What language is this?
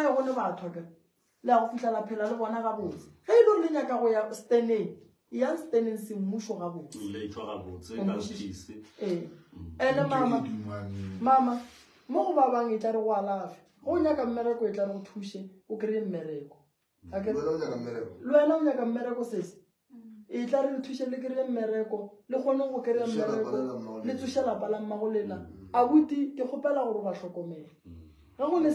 Northern Sotho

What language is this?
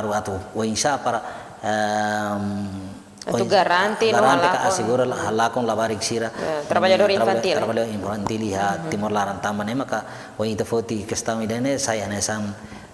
Tetum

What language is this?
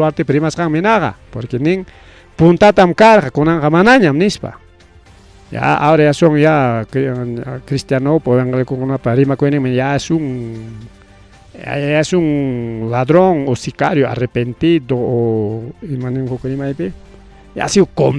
Ayacucho Quechua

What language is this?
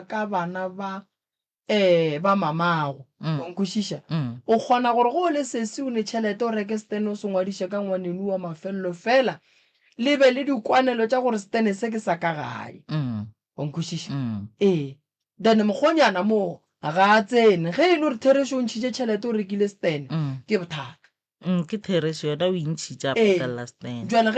Northern Sotho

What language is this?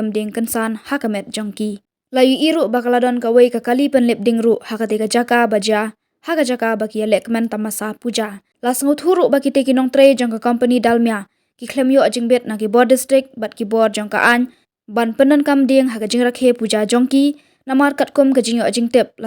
Khasi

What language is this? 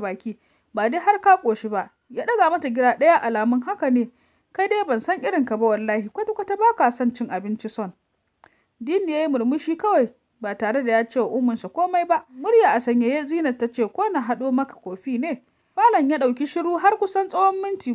Hausa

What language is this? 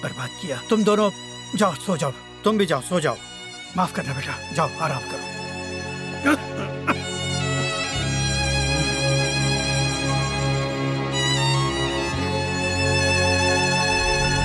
Hindi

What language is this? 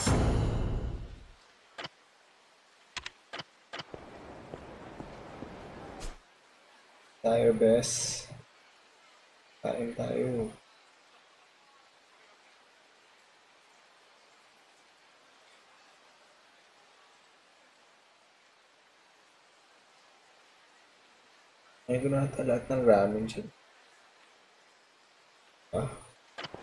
Japanese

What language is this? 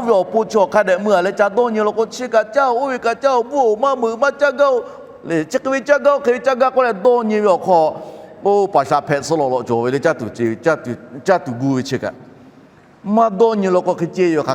Lahu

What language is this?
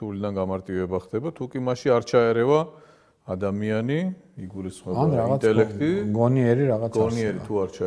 Georgian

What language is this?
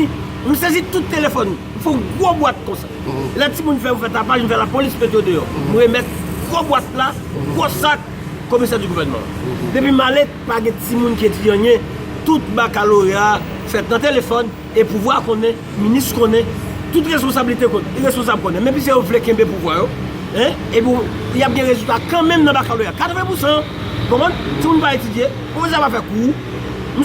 Haitian Creole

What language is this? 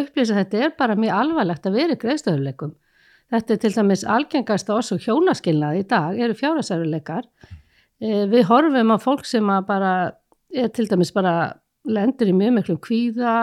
Icelandic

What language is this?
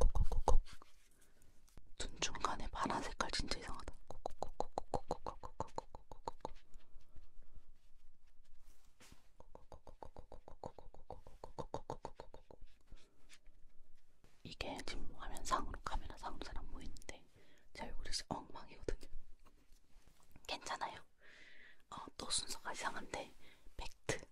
Korean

